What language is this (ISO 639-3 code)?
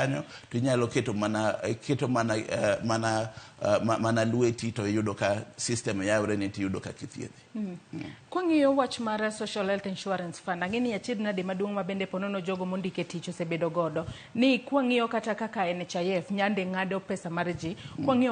luo